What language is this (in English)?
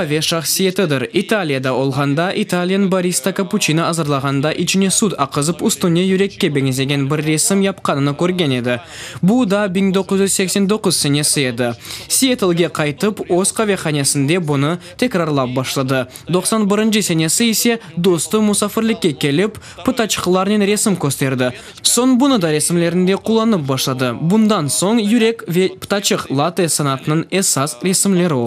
Crimean Tatar